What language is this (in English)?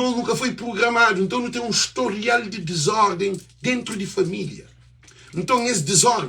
Kabuverdianu